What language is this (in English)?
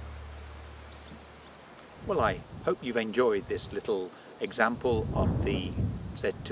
English